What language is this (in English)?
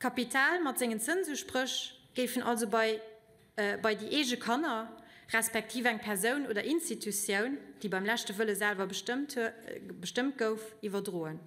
Luxembourgish